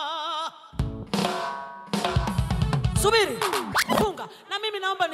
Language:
Kinyarwanda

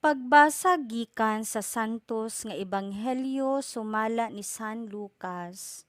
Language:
Cebuano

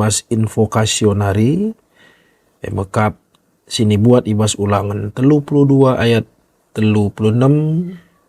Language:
Batak Karo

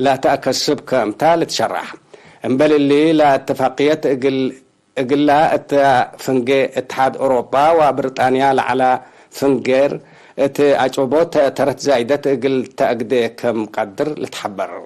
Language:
Tigre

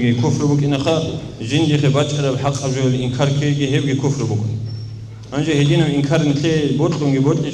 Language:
Avaric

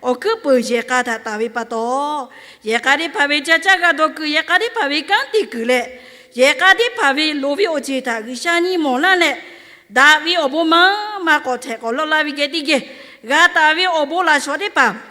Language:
Lahu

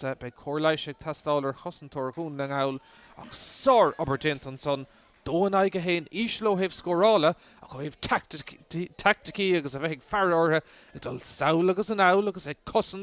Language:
Irish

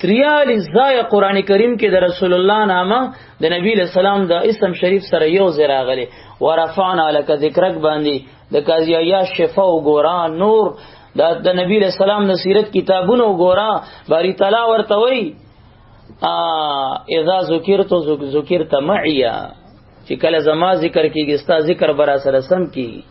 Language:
Pashto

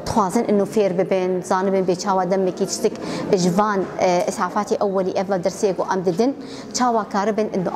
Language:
Kurdish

